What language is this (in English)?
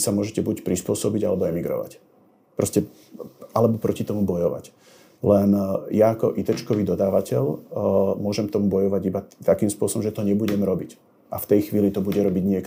Slovak